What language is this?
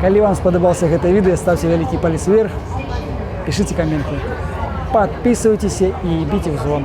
Belarusian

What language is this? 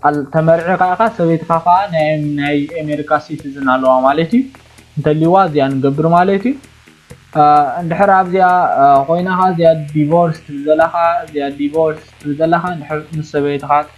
Tigrinya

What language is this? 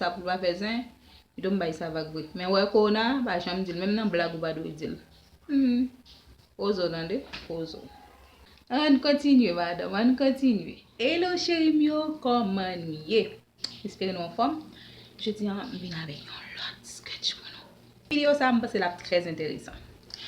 Haitian Creole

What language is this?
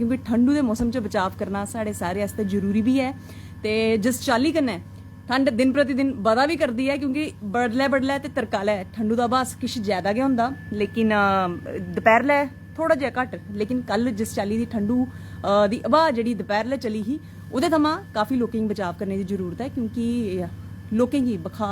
Dogri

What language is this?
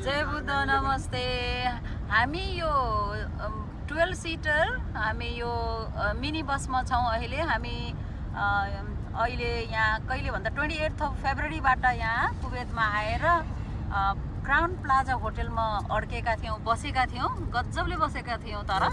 Nepali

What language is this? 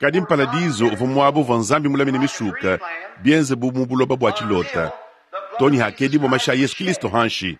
Luba-Lulua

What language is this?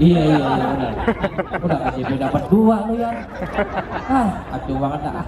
Betawi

